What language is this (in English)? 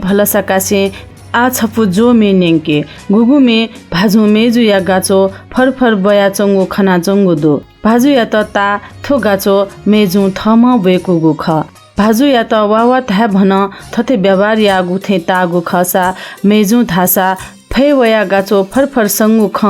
Newari